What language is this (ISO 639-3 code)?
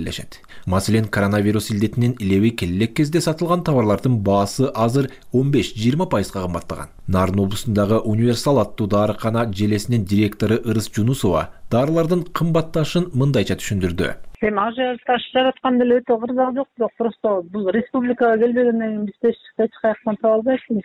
kir